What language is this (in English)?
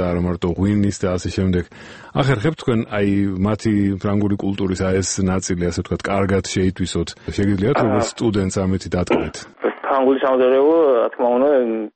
Georgian